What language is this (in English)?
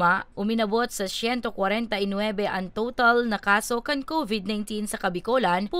Bikol